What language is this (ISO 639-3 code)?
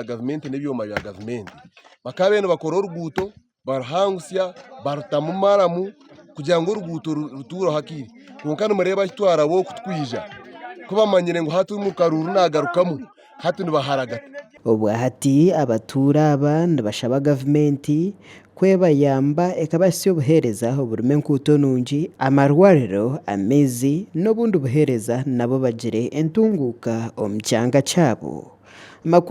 nyn